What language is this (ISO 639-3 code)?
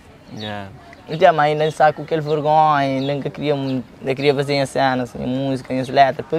kea